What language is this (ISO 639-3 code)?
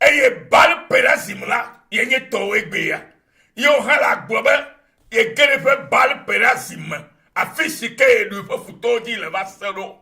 ewe